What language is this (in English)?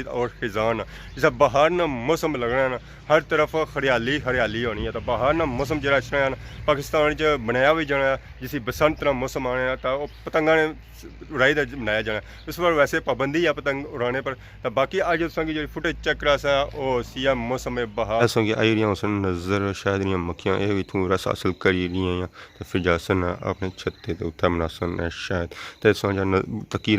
Pahari-Potwari